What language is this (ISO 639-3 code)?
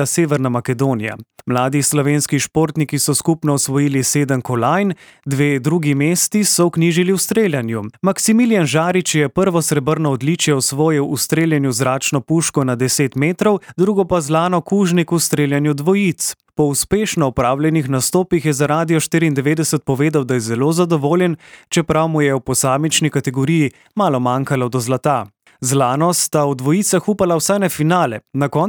slv